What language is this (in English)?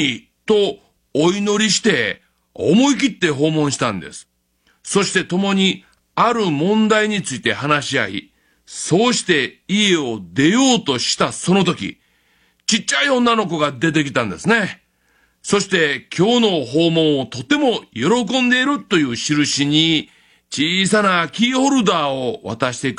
Japanese